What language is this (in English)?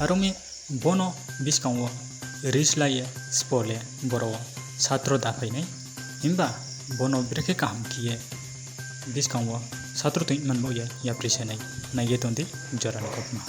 Riang (India)